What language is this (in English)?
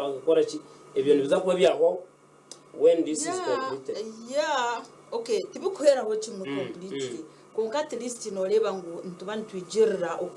Nyankole